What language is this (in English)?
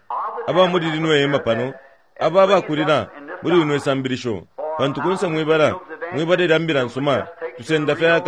Bemba